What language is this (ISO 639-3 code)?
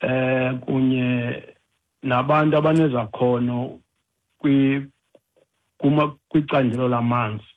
xho